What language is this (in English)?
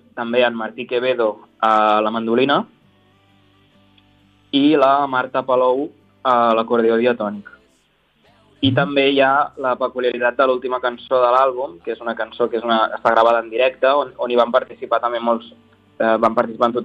Catalan